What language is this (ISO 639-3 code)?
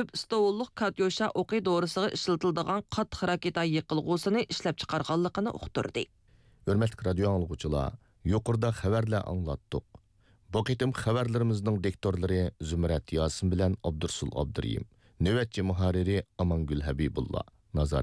uig